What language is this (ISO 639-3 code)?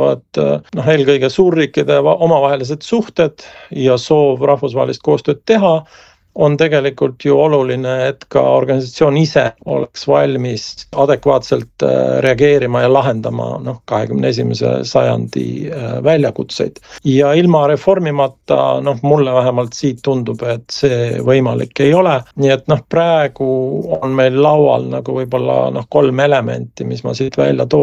est